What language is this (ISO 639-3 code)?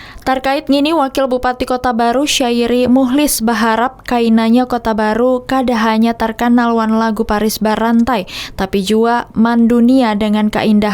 bjn